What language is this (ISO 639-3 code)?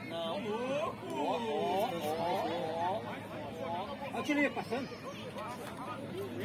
por